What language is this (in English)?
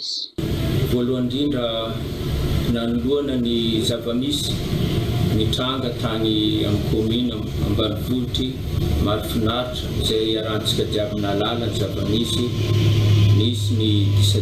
Malagasy